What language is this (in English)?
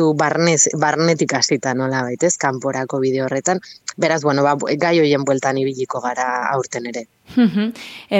Basque